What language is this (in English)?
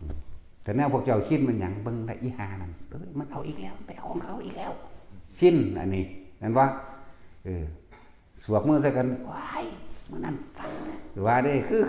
Northeastern Thai